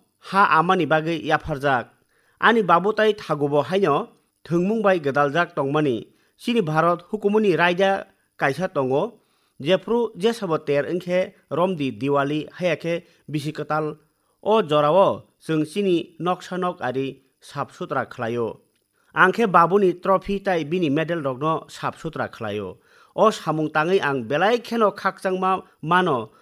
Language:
Kok Borok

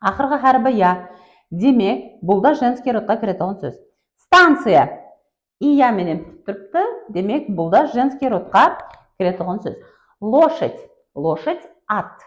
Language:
Kara-Kalpak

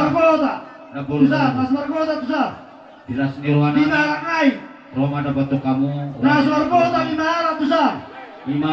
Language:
Batak Toba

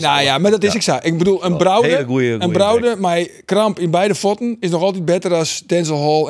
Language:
Western Frisian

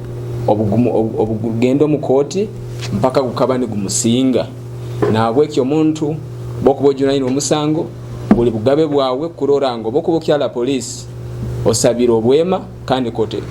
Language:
Nyoro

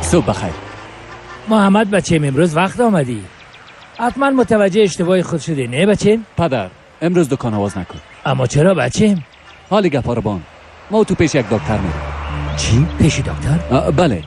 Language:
Persian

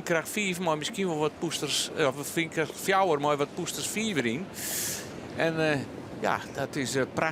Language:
Western Frisian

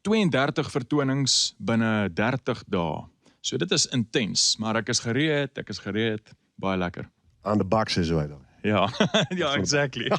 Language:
Western Frisian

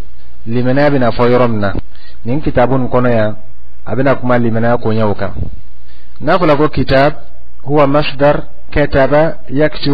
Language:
Dyula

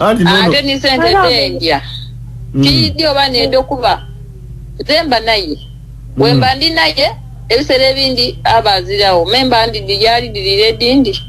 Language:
Ganda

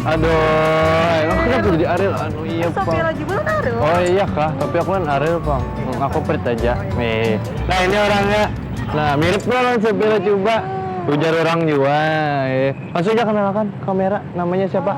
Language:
Banjar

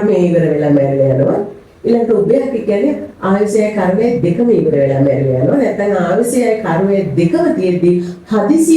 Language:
Sinhala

